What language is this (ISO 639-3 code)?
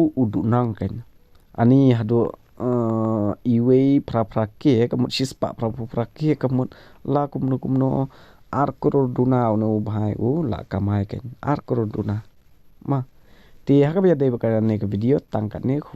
kha